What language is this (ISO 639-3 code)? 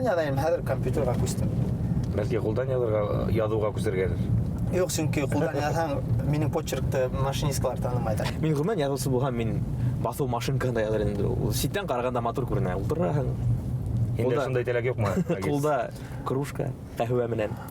bak